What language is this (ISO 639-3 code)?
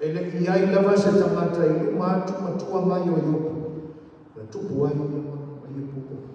smo